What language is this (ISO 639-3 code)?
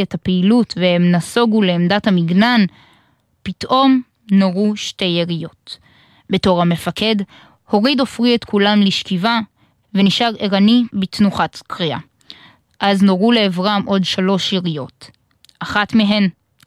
heb